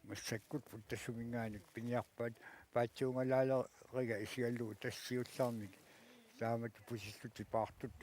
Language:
Kalaallisut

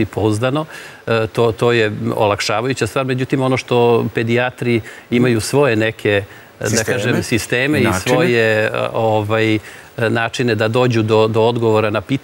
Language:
Serbian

